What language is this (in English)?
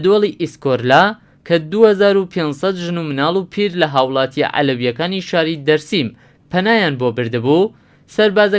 Central Kurdish